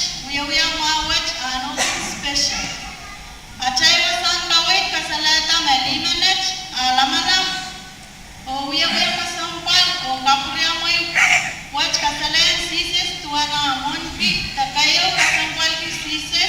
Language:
Pohnpeian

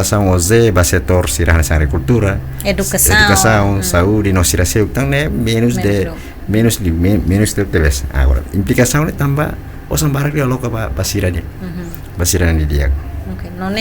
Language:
Tetum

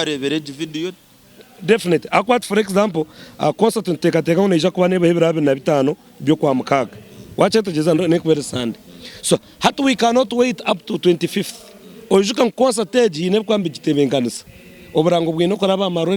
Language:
Nyankole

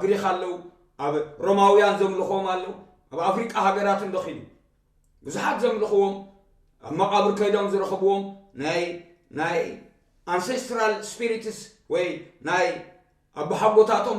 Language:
Tigrinya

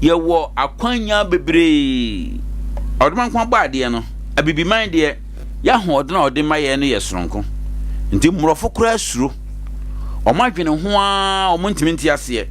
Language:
Akan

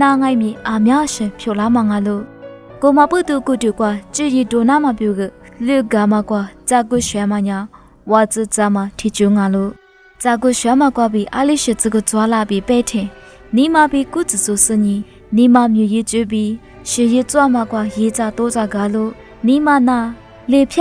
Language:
Lisu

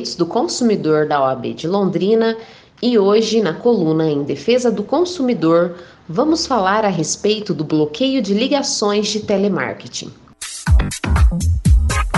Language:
Portuguese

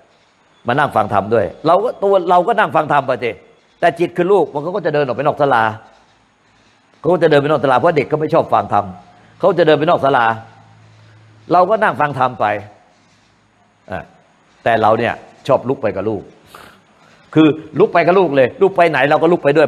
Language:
Thai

